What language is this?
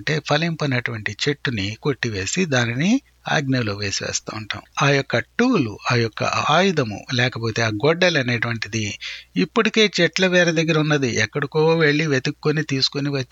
Telugu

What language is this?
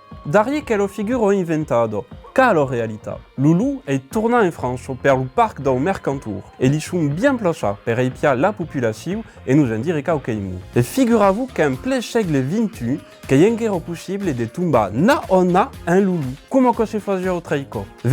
Occitan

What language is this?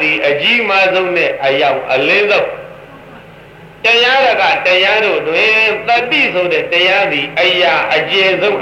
Burmese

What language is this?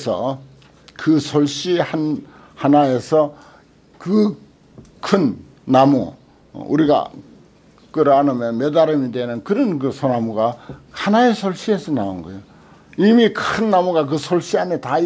Korean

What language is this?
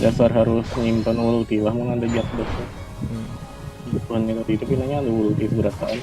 Banjar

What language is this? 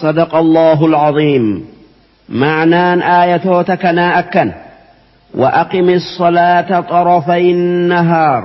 Oromo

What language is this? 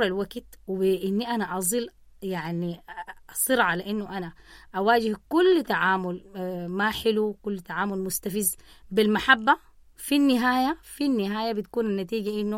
Sudanese Arabic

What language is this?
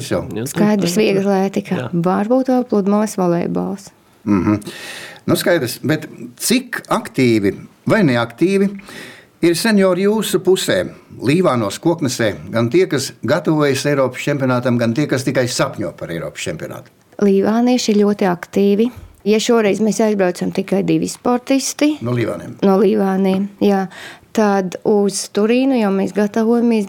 Latvian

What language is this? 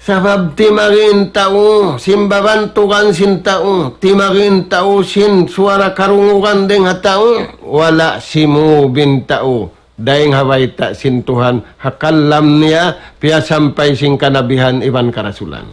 Tausug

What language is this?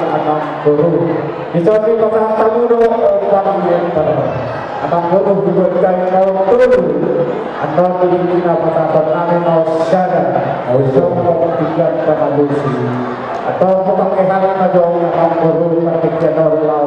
Batak Toba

